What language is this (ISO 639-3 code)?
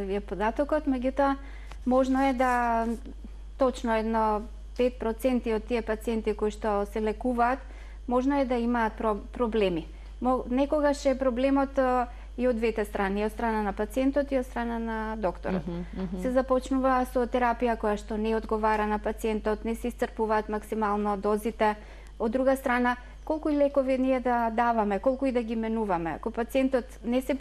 mkd